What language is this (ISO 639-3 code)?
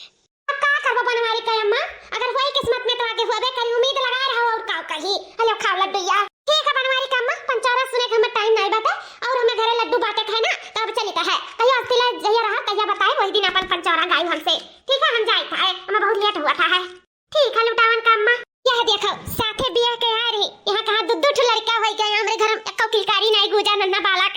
awa